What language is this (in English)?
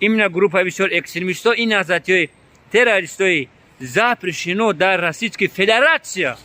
Tajik